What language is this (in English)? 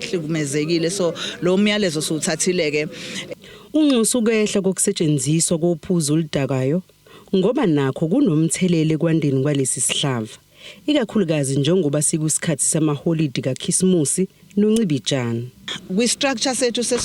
Zulu